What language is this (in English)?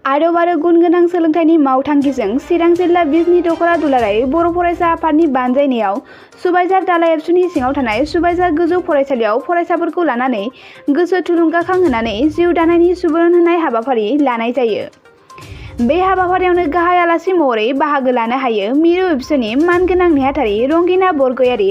Bodo